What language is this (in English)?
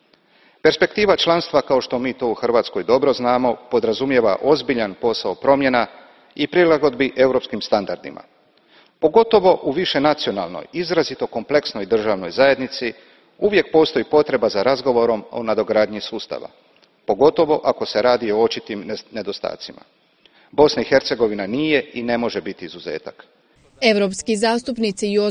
Croatian